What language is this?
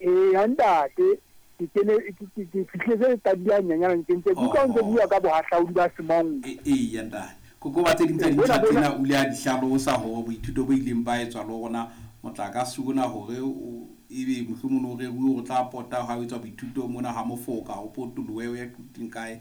Southern Sotho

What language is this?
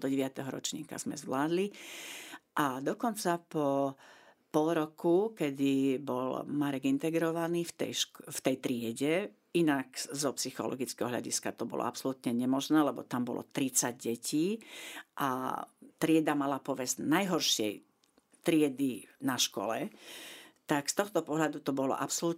Slovak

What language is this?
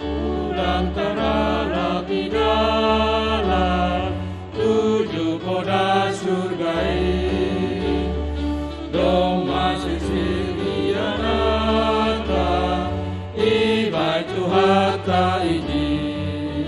Batak Simalungun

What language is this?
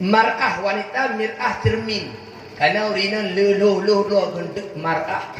Achinese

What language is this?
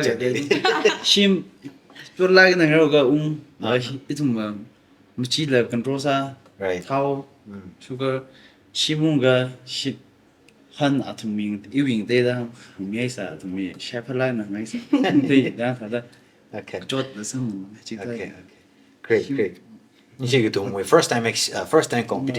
Tangkhul Naga (India)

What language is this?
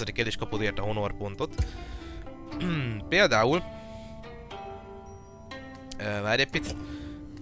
Hungarian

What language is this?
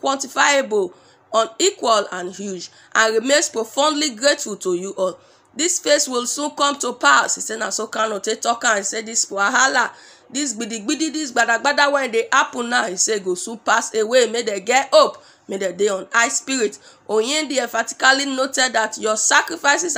Nigerian Pidgin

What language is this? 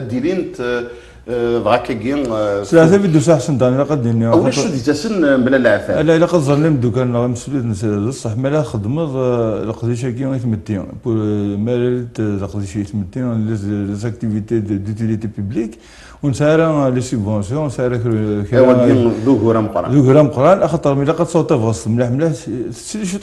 Kabyle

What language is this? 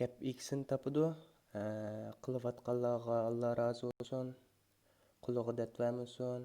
Uyghur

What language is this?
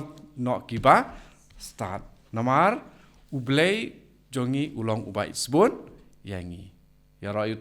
Khasi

